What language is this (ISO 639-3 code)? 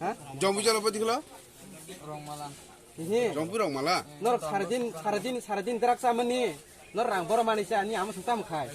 trp